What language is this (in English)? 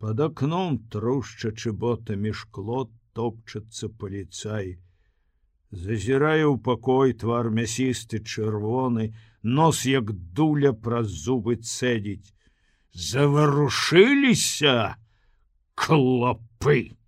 Belarusian